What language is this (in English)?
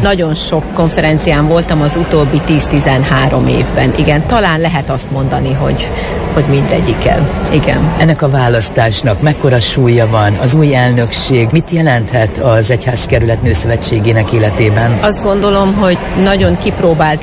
Hungarian